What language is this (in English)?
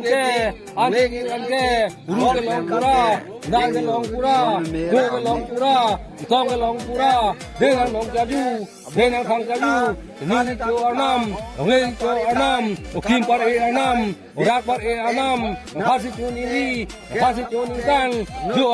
Karbi